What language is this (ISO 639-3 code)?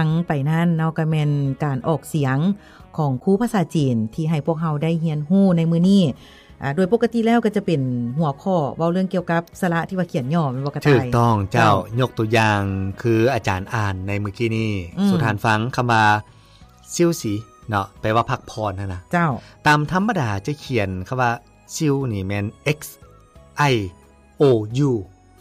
lao